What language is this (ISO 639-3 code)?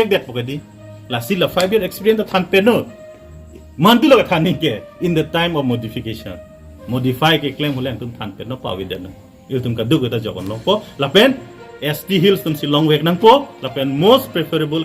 mjw